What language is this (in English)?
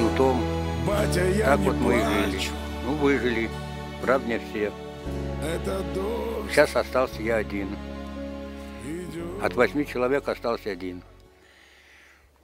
Russian